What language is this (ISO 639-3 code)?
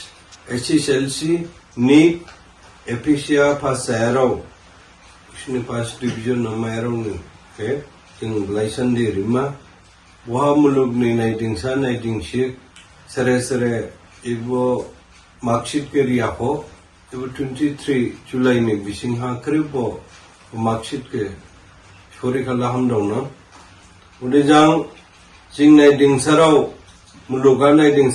dis